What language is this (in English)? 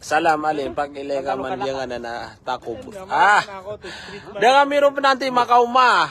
Maranao